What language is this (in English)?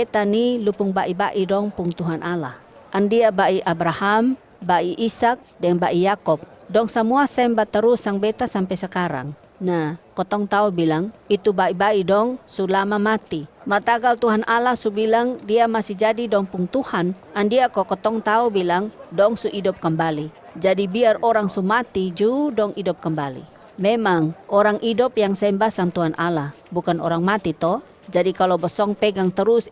Kupang Malay